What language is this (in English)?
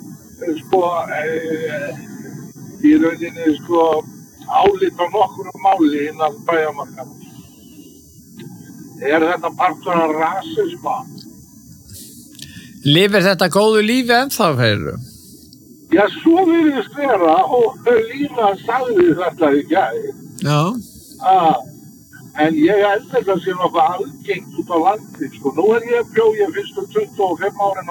Icelandic